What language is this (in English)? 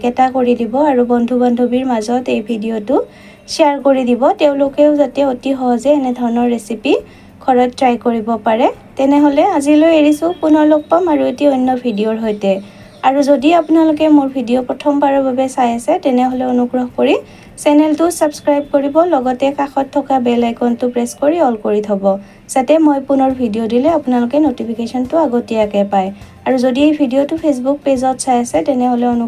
Assamese